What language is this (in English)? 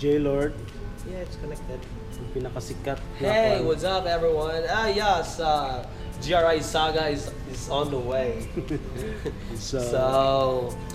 Cebuano